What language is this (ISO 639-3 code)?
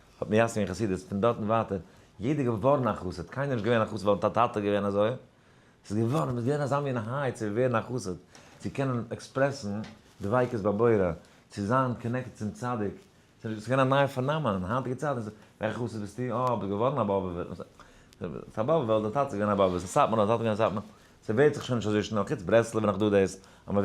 yid